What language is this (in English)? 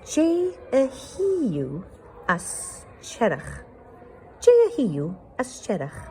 Scottish Gaelic